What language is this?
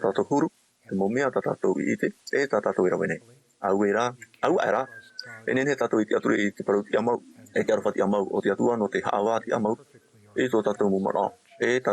Tahitian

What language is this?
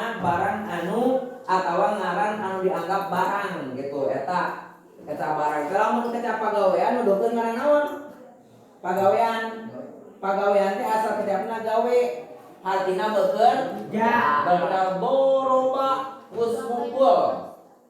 Sundanese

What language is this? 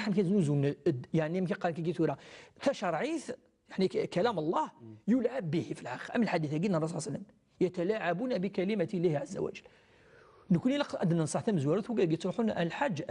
Kabyle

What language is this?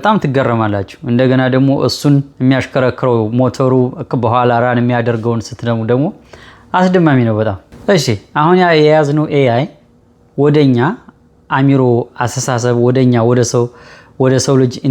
Amharic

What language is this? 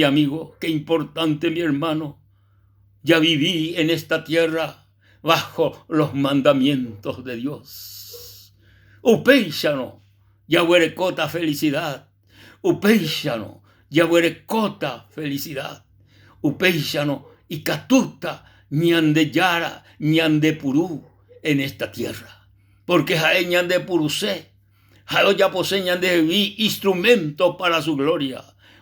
Guarani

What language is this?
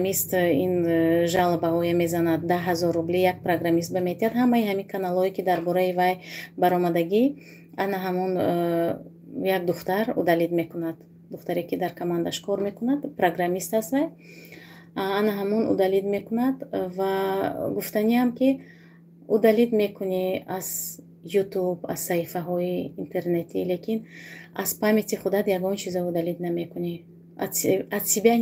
Tajik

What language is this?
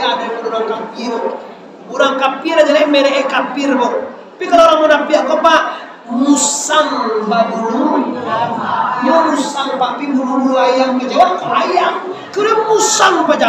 Minangkabau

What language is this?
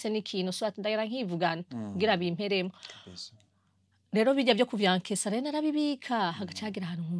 Rundi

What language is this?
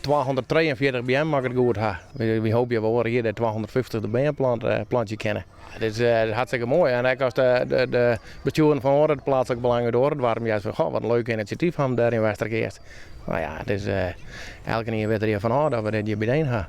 Western Frisian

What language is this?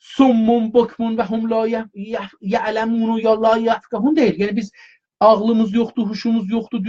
South Azerbaijani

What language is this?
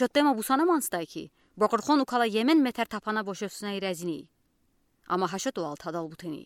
Udi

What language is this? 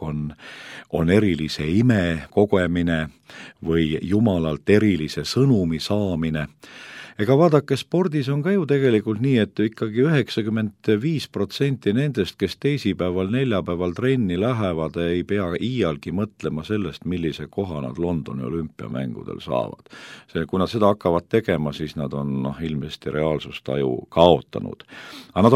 Estonian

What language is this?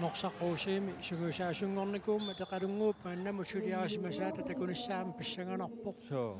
Kalaallisut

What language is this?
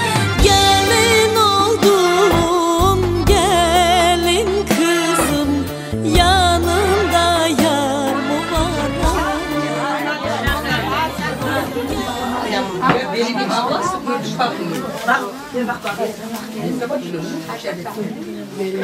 Turkish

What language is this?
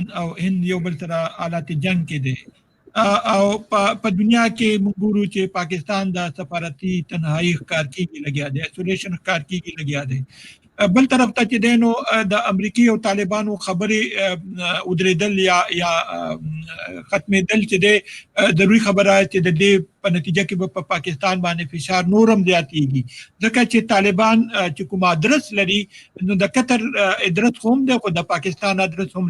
Pashto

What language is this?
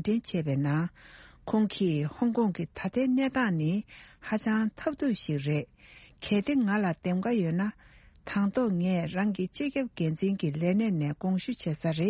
Tibetan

